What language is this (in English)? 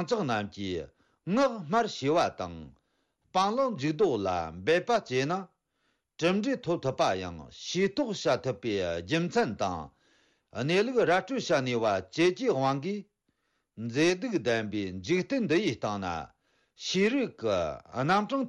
Tibetan